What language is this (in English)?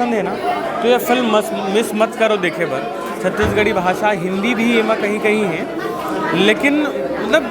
Chhattisgarhi